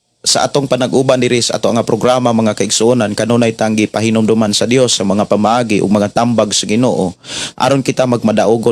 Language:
Cebuano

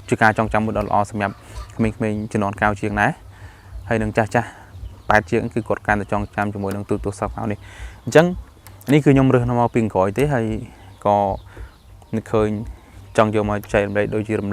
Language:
Khmer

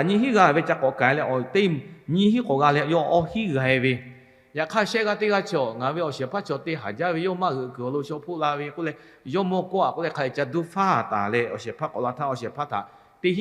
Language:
Lahu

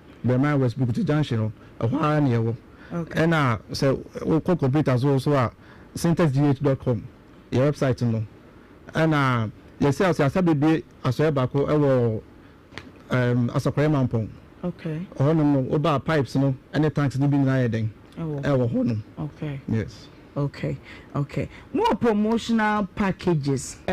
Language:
Akan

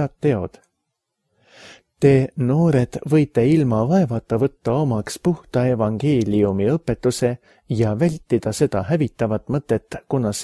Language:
Estonian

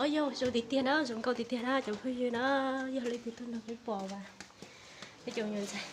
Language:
Hmong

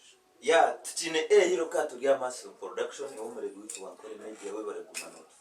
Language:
Nyankole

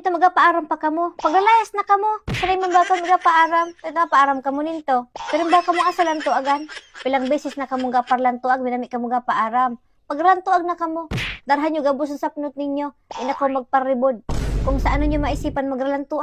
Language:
Bikol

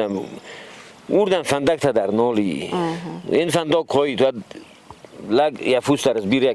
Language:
Ossetic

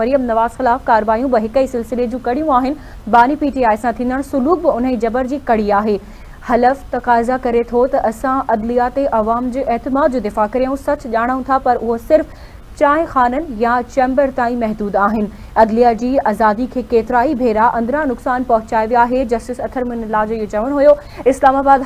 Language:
Sindhi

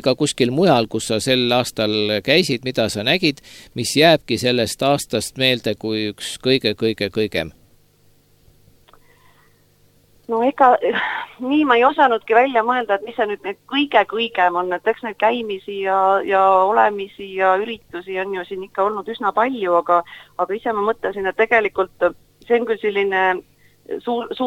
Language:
Estonian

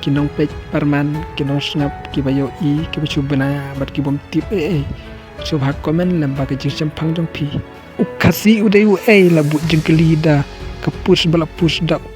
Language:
Khasi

